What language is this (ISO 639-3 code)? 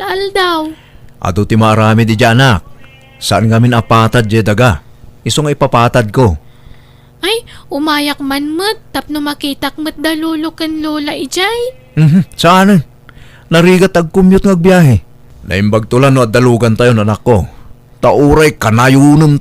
ilo